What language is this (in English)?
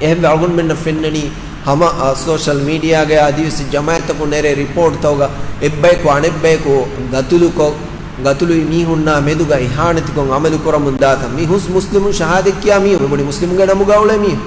Divehi